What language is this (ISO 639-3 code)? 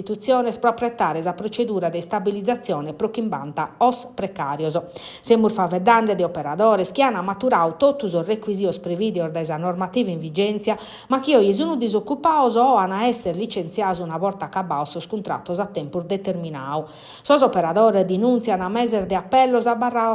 srd